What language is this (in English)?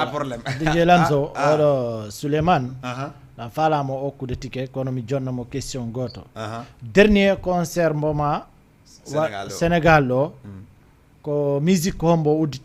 Fula